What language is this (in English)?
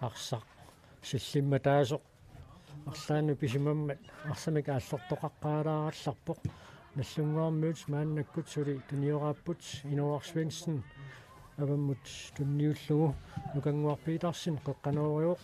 Kalaallisut